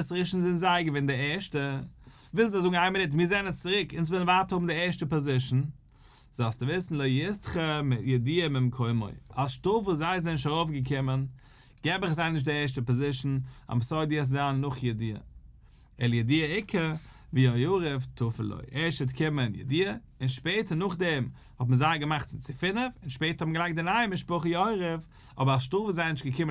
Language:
Yiddish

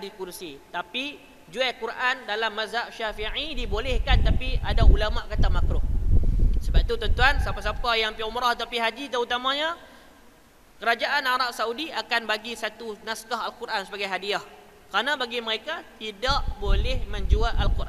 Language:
Malay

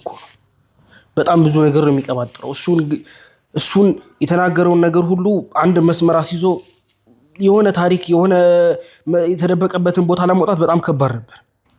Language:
Amharic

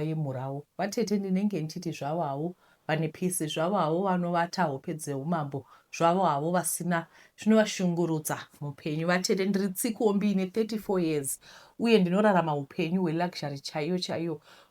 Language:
Shona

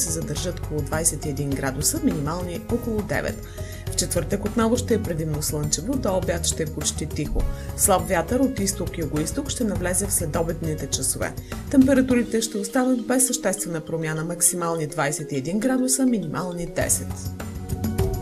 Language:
Bulgarian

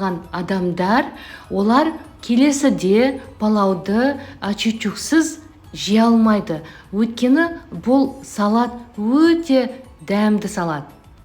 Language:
Kazakh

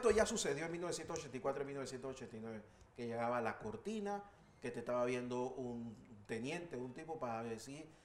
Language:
Spanish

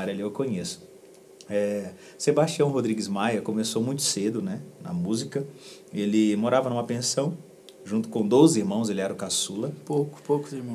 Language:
Portuguese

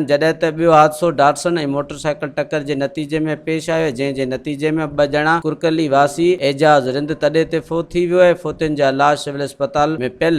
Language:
Sindhi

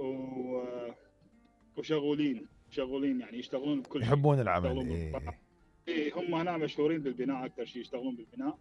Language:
Mesopotamian Arabic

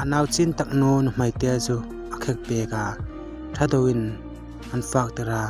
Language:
Hmar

